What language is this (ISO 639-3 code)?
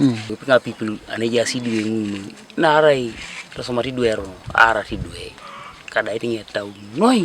teo